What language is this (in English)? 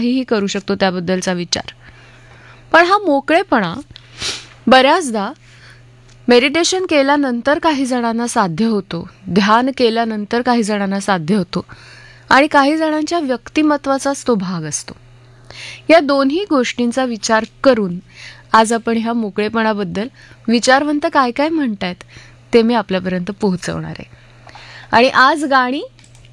Marathi